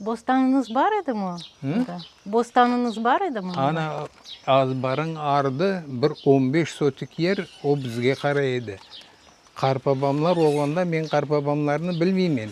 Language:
Crimean Tatar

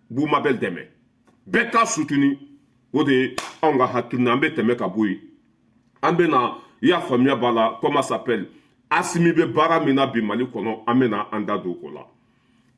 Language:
Bambara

